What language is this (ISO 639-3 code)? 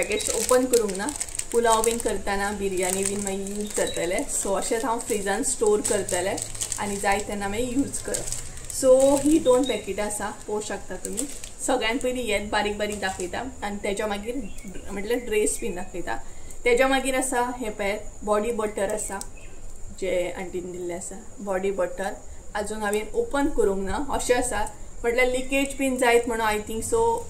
kok